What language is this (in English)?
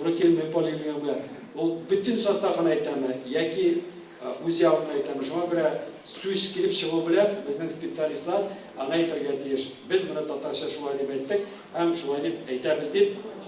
Tatar